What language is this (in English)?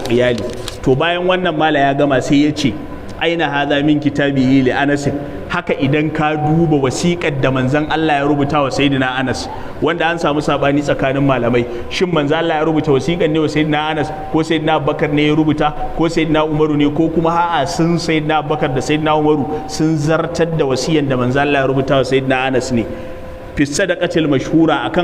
Hausa